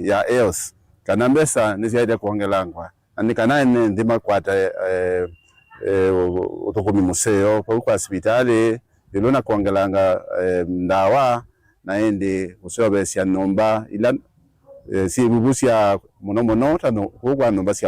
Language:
Kamba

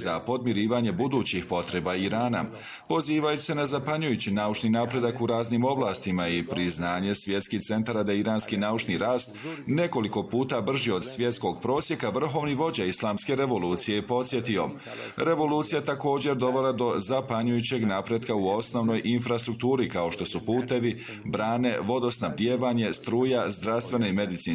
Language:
Bosnian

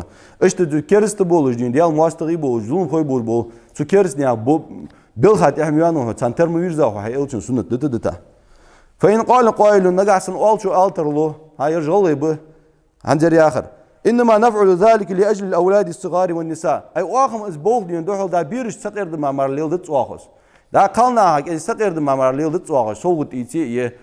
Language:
Ingush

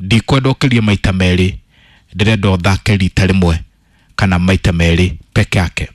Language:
Kikuyu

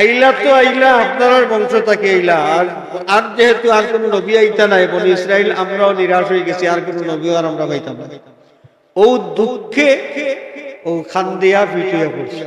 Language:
Sylheti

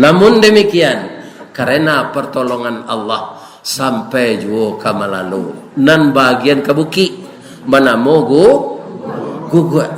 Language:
Minangkabau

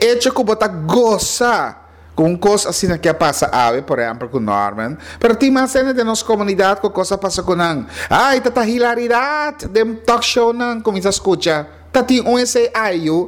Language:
Papiamento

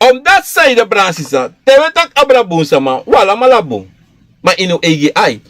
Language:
Sranan Tongo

